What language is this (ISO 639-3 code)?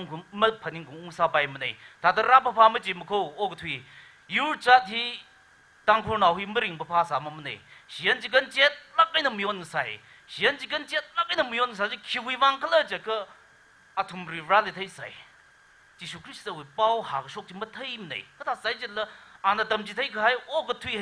nmf